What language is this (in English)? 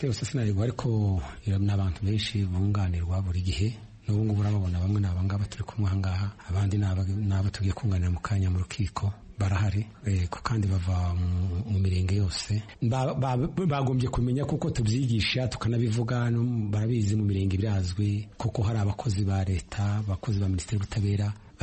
Kinyarwanda